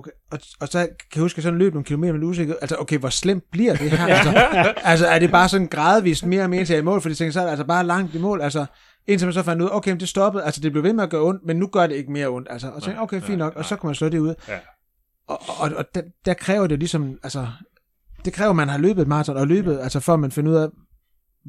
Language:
Danish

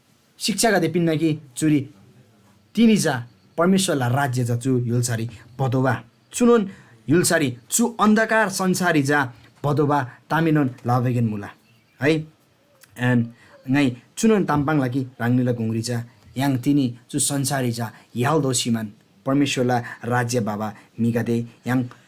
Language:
Eastern Tamang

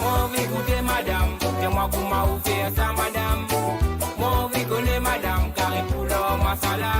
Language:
Morisyen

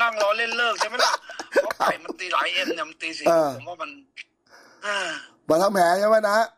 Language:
Thai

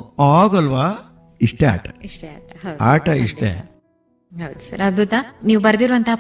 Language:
Kannada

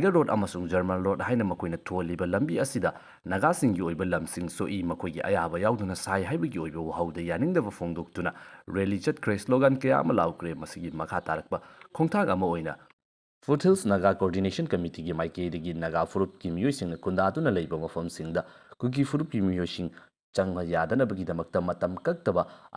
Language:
Manipuri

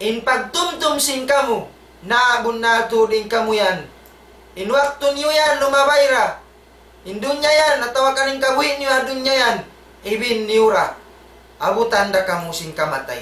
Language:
Tausug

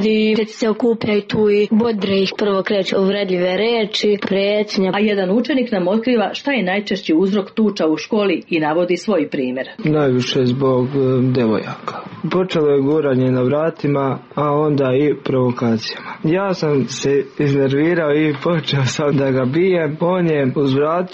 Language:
Serbian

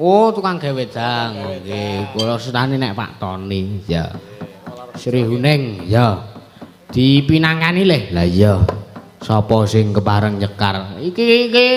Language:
Javanese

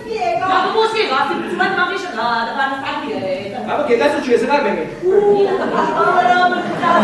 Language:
Neapolitan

